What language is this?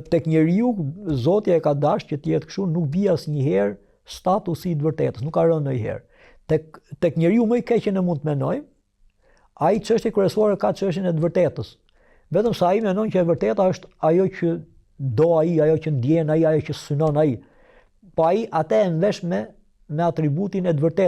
Albanian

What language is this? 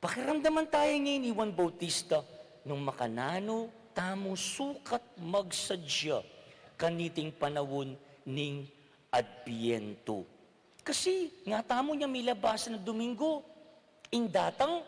Pampanga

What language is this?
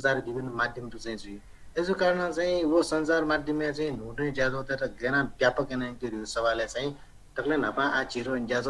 Newari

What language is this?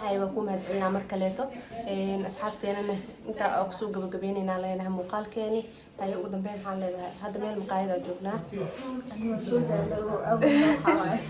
Somali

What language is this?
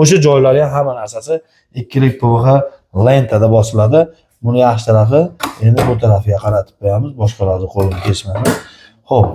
Uzbek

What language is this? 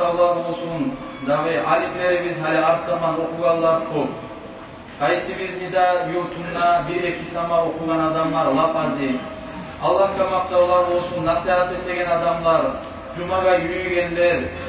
Kumyk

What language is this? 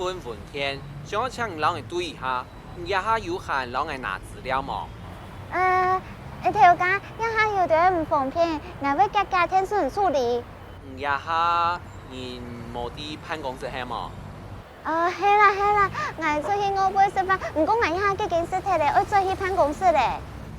Hakka Chinese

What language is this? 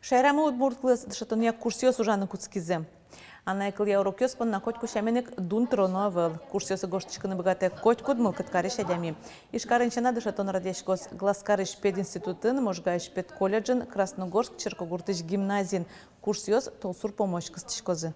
Udmurt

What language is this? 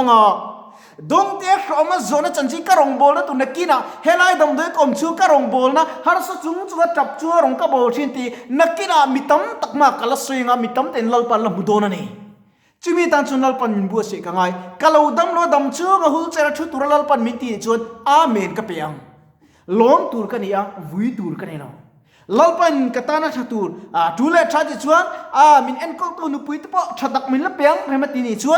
Mizo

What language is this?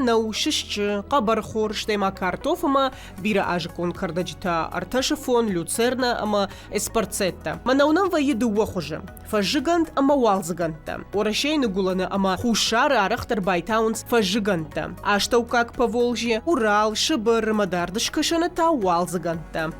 Ossetic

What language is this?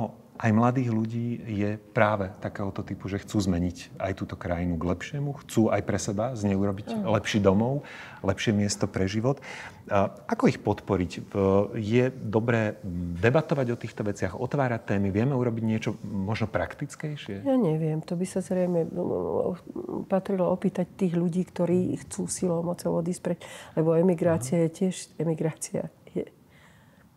Slovak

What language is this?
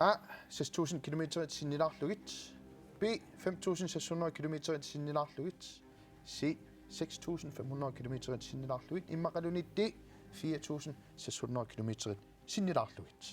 Kalaallisut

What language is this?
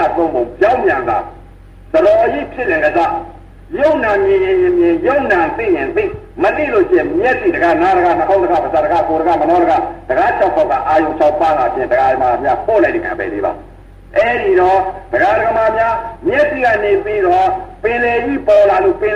Burmese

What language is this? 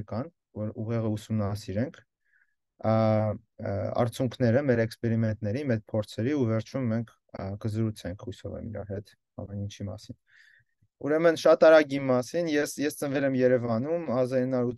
Armenian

